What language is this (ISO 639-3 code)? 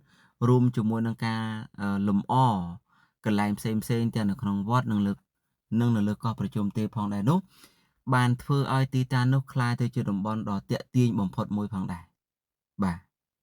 khm